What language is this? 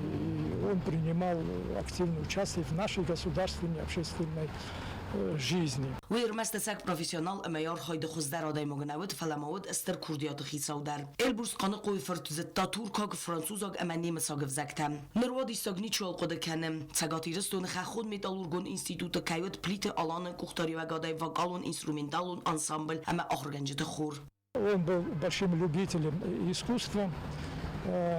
Ossetic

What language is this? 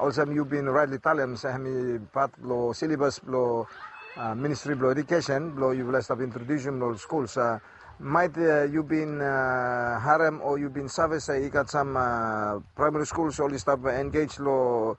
Bislama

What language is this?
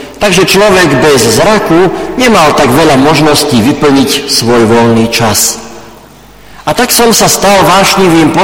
Slovak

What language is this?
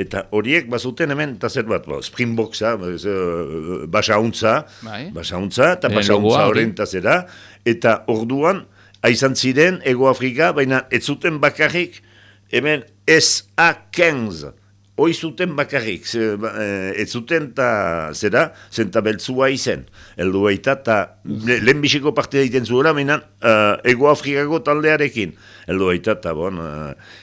Basque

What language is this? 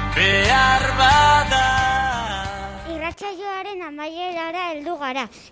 Basque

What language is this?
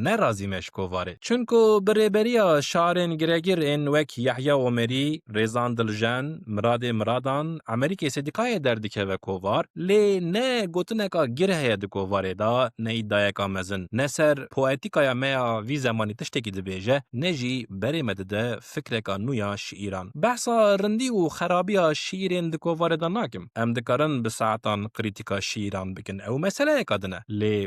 Kurdish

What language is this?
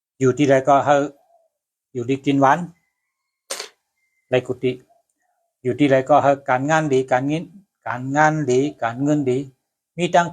Shan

